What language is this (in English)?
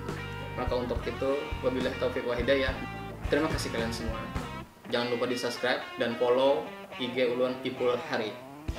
Banjar